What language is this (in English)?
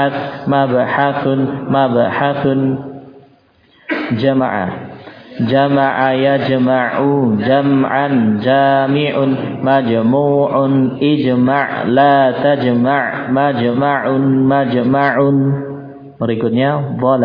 Indonesian